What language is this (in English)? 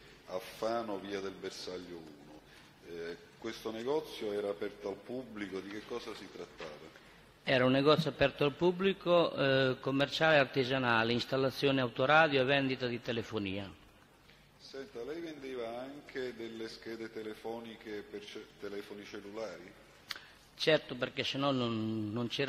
Italian